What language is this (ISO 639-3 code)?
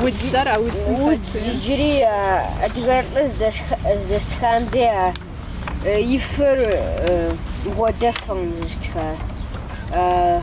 kbd